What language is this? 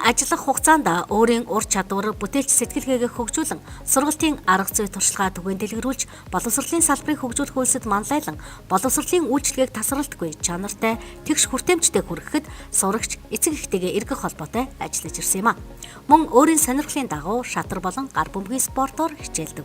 Mongolian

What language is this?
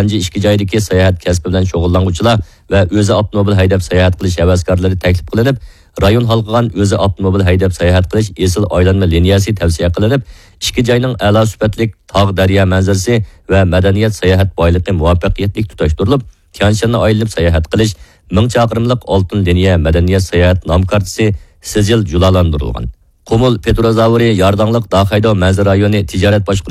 Uyghur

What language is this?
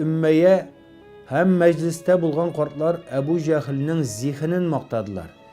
Tatar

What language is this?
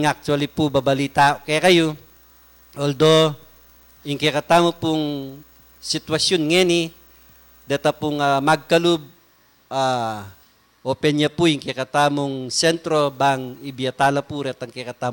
Pampanga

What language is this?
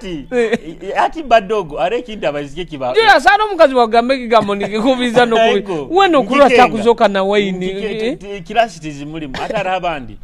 Nyoro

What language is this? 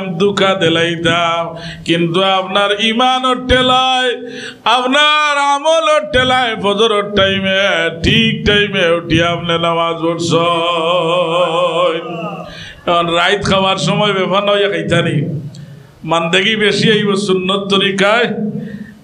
Sylheti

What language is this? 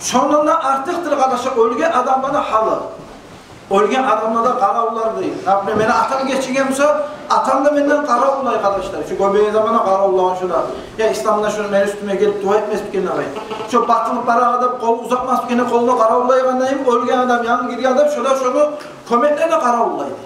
Kumyk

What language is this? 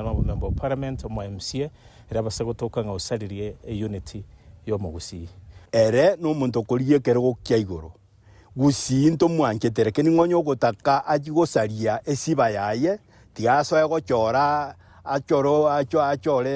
Gusii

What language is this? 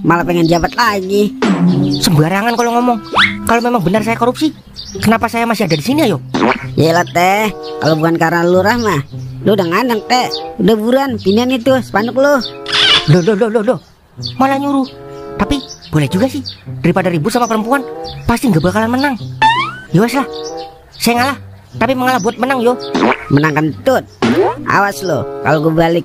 Betawi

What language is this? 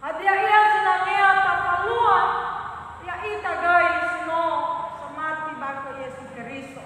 Nias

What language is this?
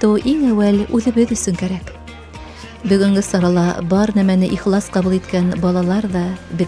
Bashkir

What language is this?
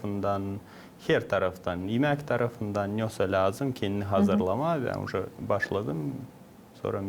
Gagauz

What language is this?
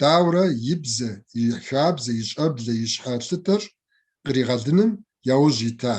Kabardian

